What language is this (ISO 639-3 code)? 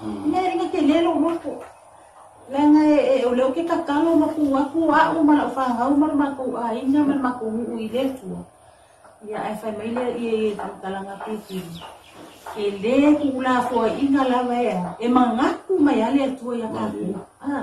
smo